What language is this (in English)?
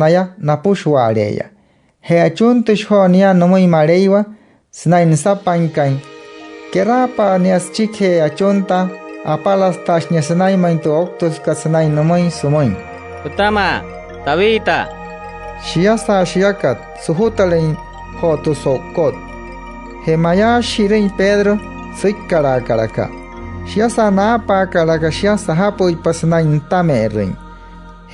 Wayuu